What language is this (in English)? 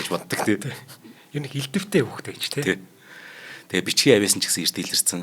Mongolian